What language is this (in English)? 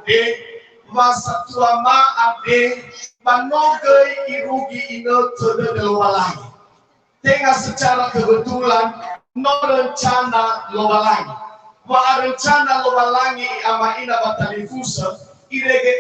Nias